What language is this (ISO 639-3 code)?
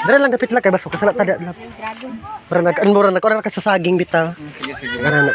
ceb